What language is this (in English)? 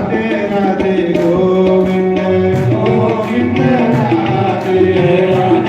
Dogri